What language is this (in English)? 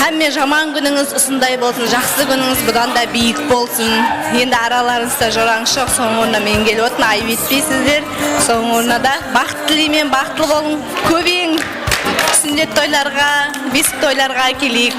Kara-Kalpak